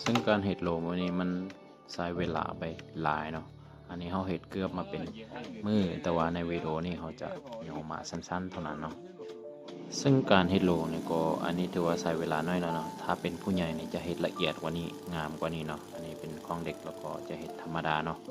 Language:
Lao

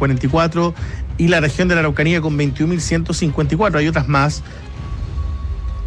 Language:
Spanish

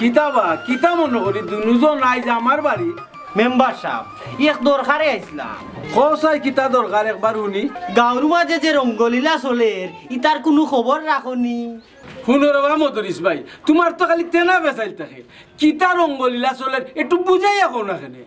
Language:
Sylheti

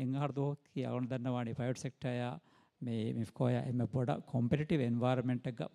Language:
Divehi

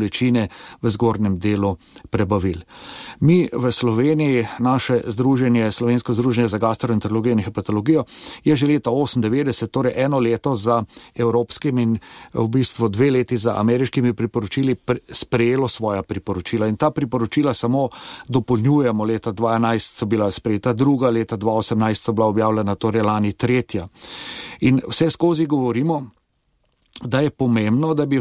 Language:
Slovenian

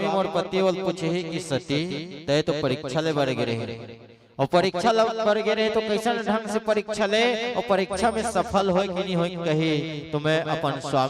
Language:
Chhattisgarhi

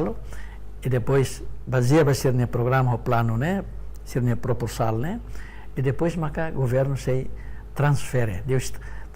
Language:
Tetum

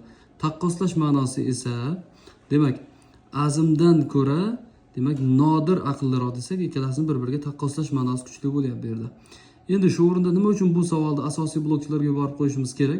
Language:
Uzbek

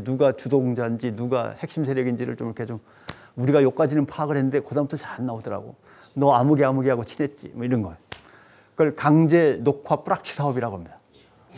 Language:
Korean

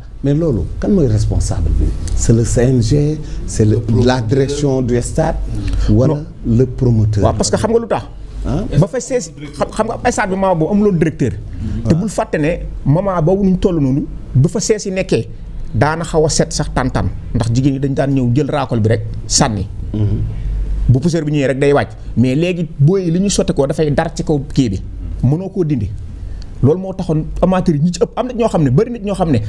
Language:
Wolof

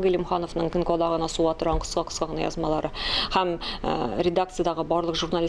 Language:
Tatar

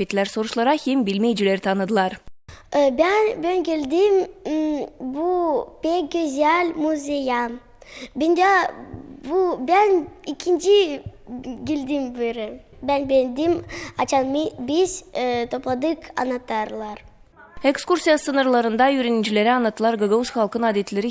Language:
Gagauz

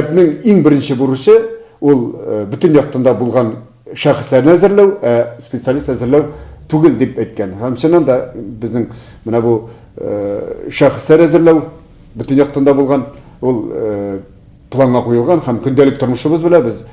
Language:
Tatar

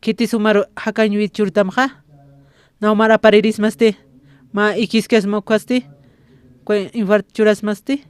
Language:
Aymara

